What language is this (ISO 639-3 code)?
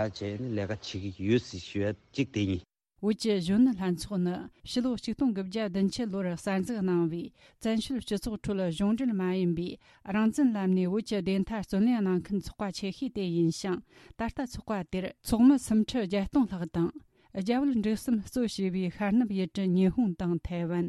bod